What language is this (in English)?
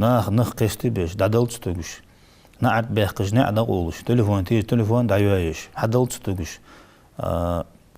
Ingush